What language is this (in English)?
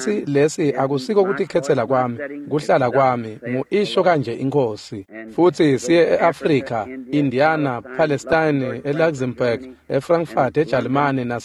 Swati